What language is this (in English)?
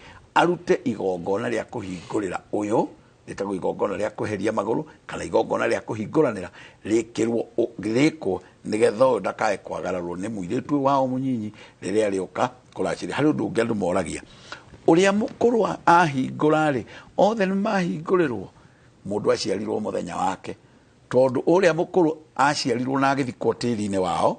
Kikuyu